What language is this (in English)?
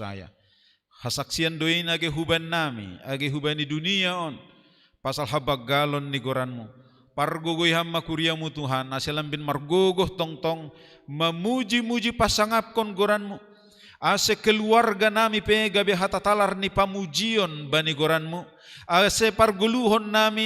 Batak Simalungun